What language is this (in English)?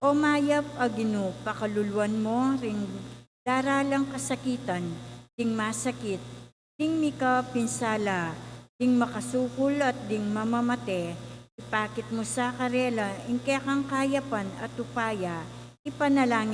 Pampanga